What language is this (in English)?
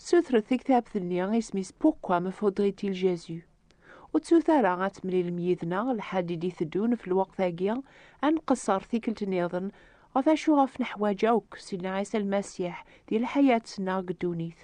Kabyle